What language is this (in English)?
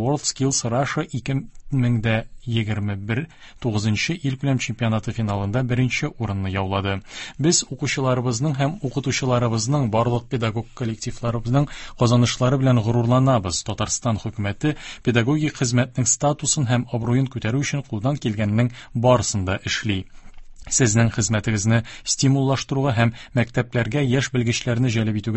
Tatar